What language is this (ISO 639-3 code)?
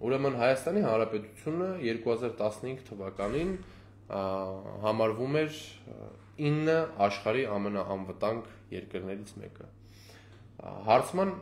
hye